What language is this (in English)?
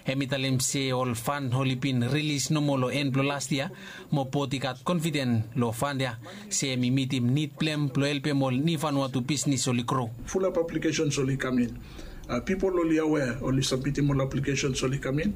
Bislama